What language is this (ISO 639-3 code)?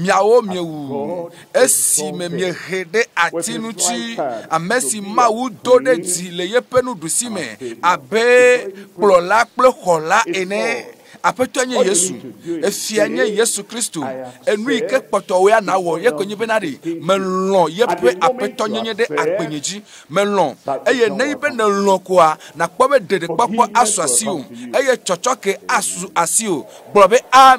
ewe